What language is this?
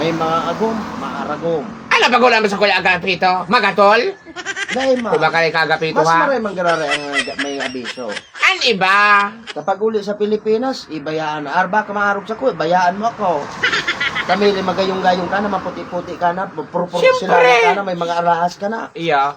Bikol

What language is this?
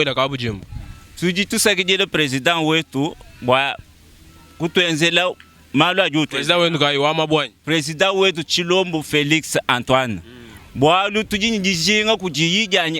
Luba-Lulua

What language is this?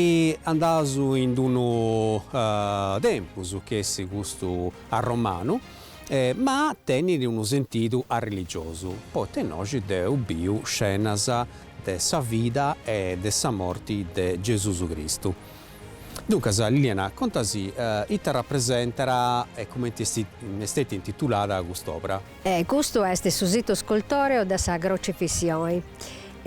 Sardinian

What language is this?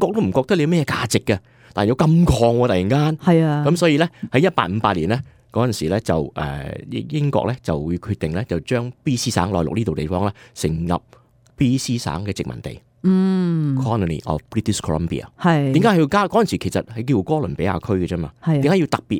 Cantonese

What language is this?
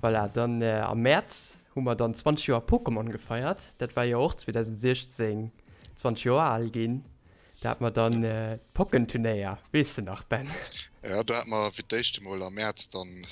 Luxembourgish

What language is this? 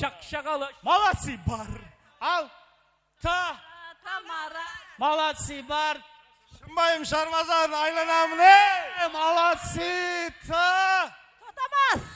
Kara-Kalpak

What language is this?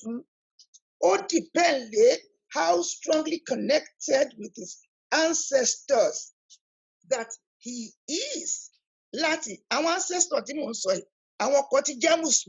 Yoruba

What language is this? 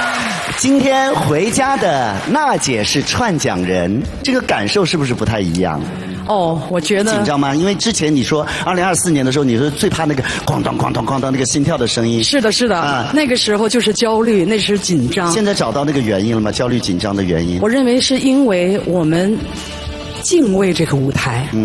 Chinese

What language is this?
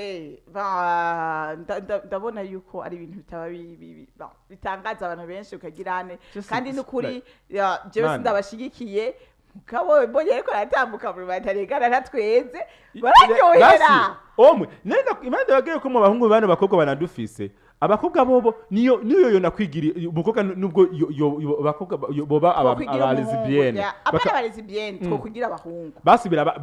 Rundi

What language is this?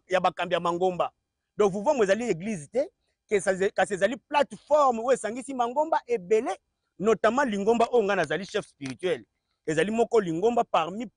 Lingala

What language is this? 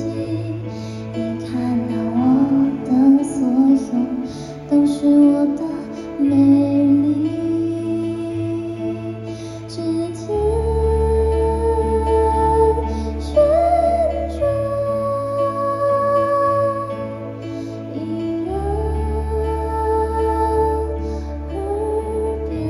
Chinese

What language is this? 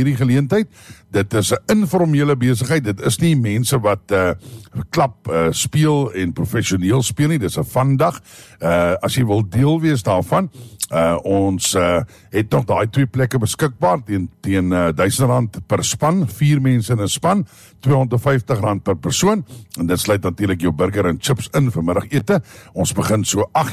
Afrikaans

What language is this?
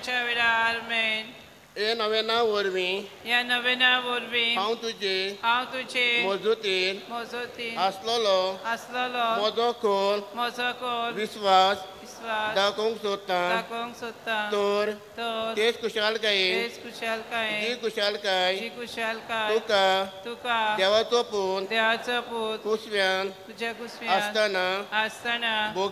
Konkani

